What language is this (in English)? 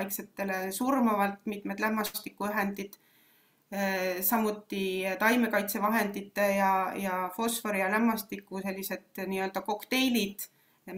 Estonian